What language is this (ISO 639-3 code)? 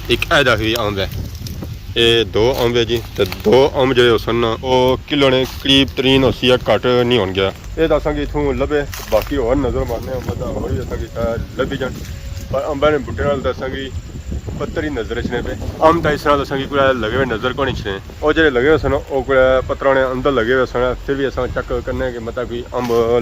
phr